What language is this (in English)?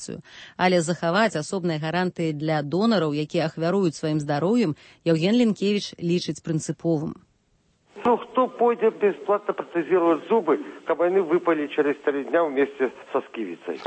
Belarusian